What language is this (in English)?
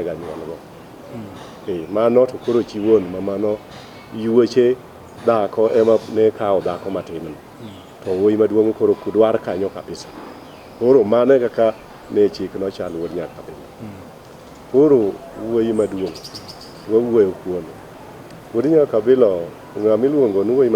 Luo (Kenya and Tanzania)